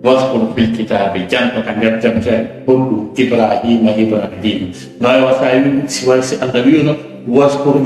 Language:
Fula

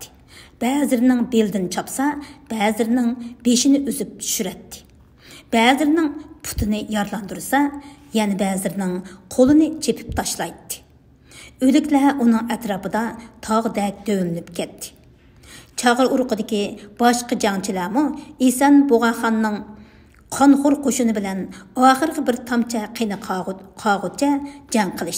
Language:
Uyghur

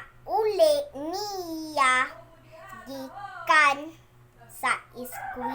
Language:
Cebuano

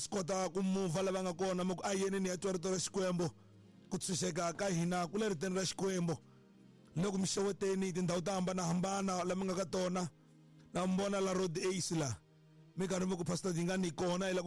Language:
Tsonga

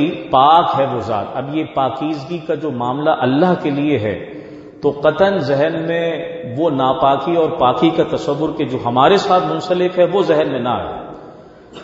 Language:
Urdu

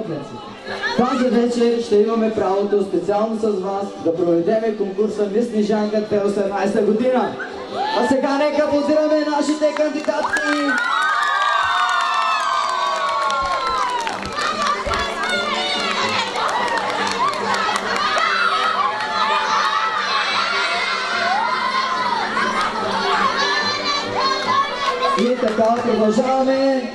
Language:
Bulgarian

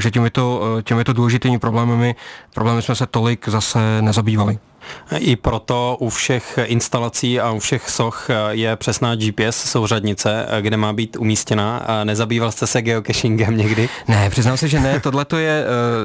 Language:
Czech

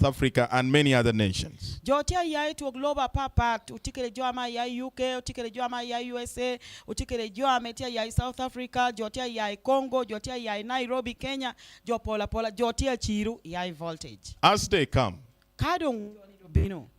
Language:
Lango (Uganda)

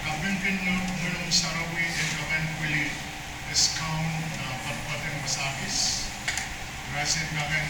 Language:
Pohnpeian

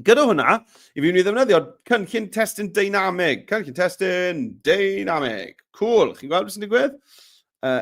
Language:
Welsh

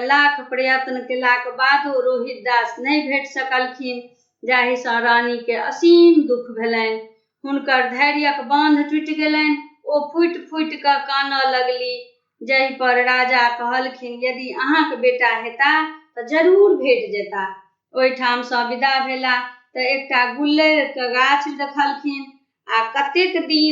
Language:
Maithili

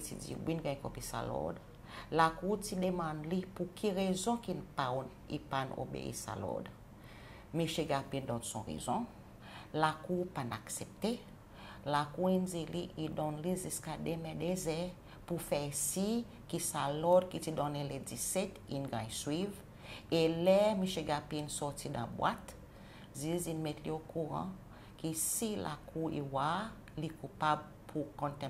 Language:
Seselwa Creole French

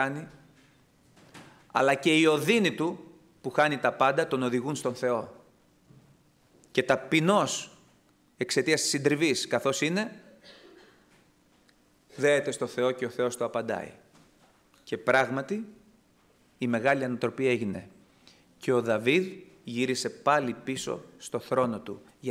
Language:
Greek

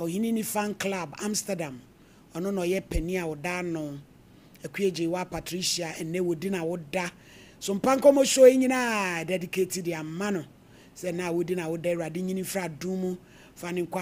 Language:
Akan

